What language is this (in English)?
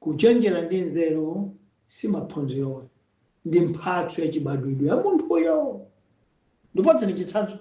Nyanja